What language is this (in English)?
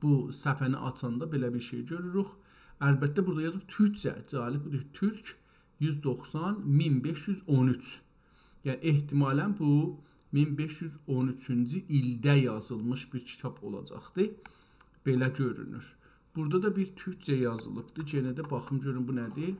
South Azerbaijani